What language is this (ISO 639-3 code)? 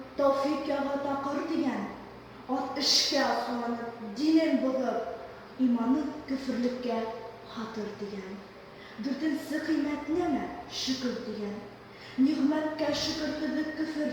bak